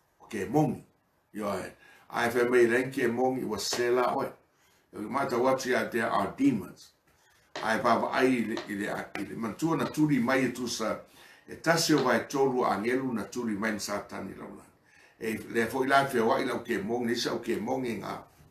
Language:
Samoan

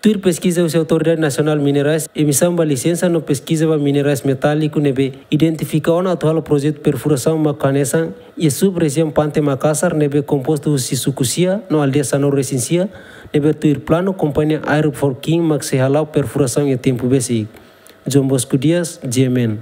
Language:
Tetum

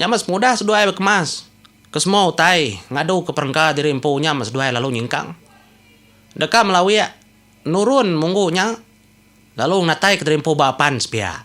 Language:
Iban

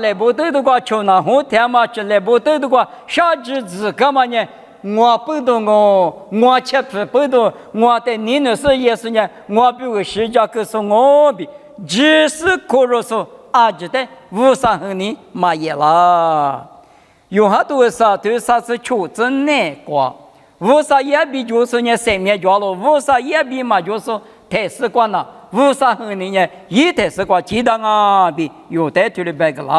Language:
Lisu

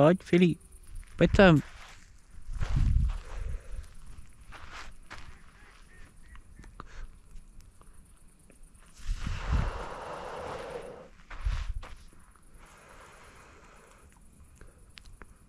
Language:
Czech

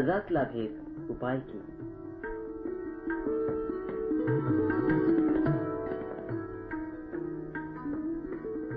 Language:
Bangla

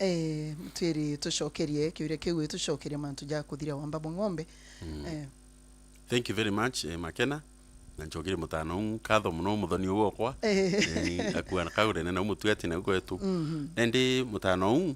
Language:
Meru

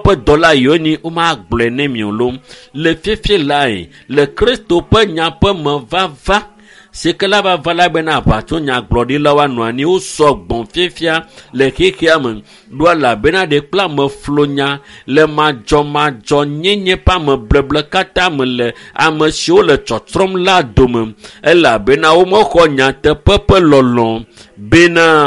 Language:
Ewe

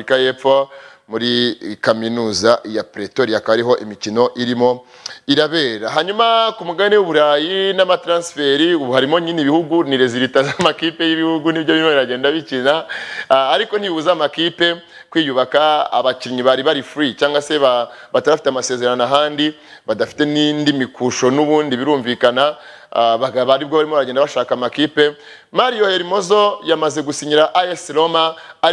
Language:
Kinyarwanda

